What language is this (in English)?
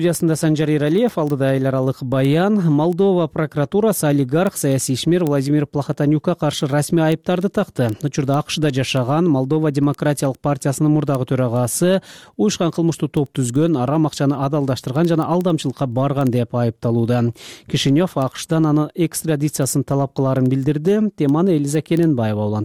Kyrgyz